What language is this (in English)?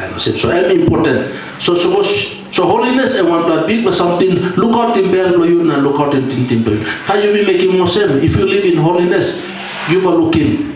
Tok Pisin